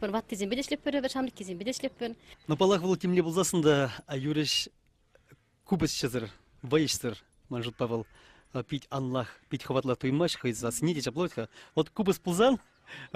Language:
Chuvash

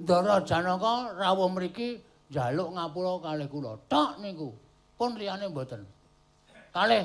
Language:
Javanese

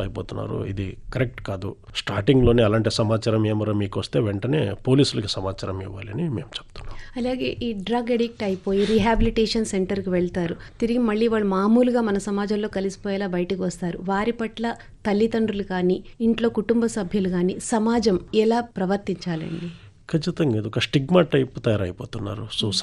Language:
Telugu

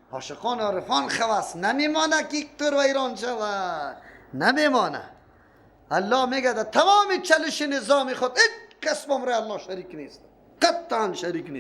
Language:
Persian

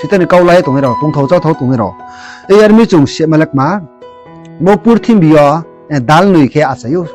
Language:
Riang (India)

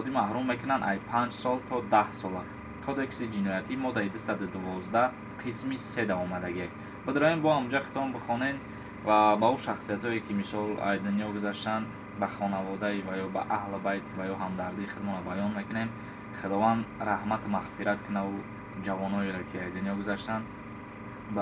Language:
Tajik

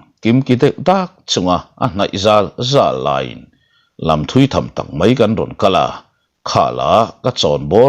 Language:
Mizo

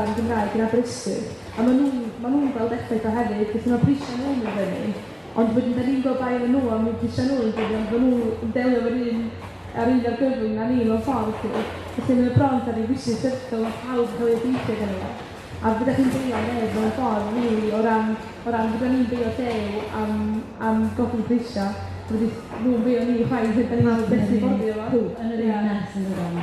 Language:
Welsh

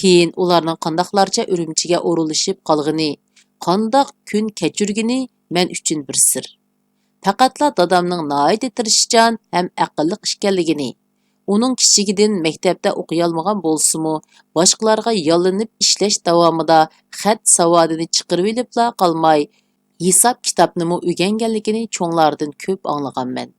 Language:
Uyghur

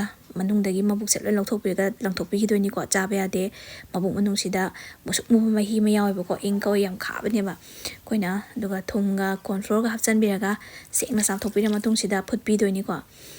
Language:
Manipuri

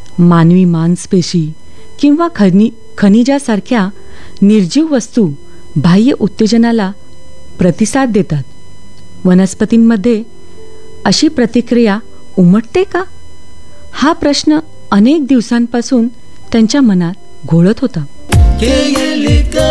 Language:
Marathi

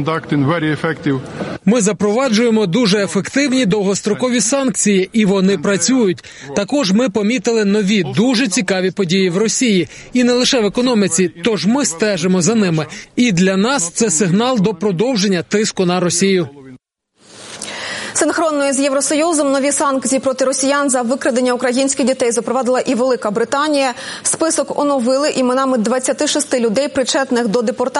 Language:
Ukrainian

